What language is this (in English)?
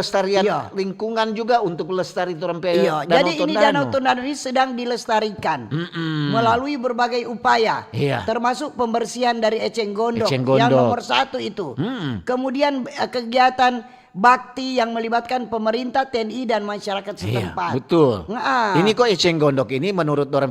Manado Malay